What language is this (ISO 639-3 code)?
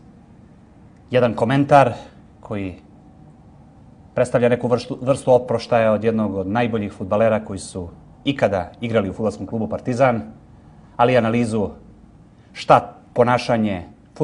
srp